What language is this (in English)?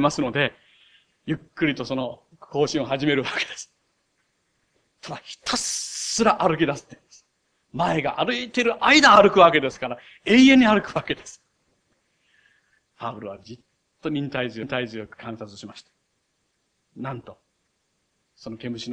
Japanese